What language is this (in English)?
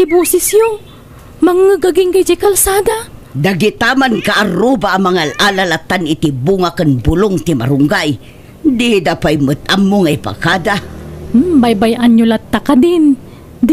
Iloko